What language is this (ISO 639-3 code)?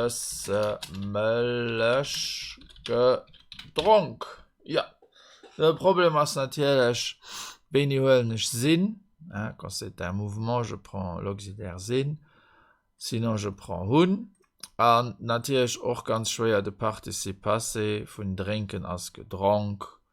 ltz